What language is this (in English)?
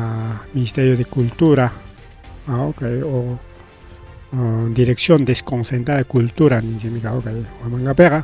Ayacucho Quechua